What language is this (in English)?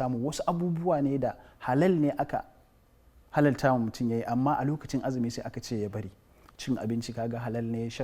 Hausa